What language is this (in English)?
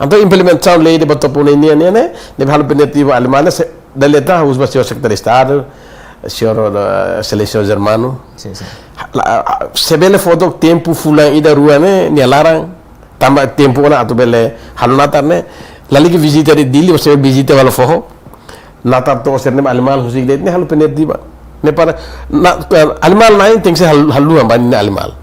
Tetum